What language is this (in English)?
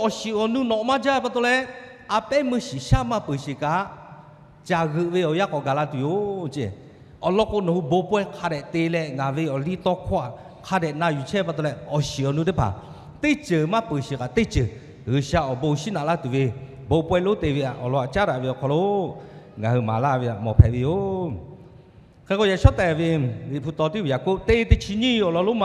Lahu